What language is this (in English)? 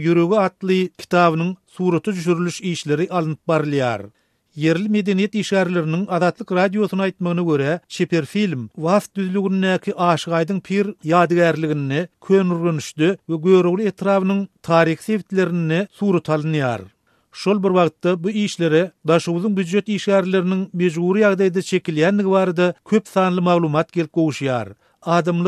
Turkmen